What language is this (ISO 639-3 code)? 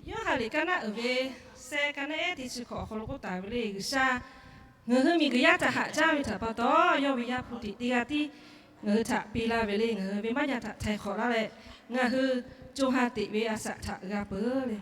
lhu